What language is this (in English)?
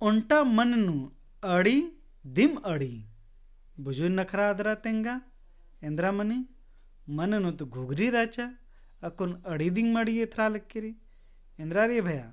Kurukh